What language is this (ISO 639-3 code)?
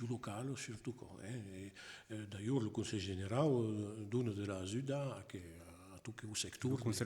oci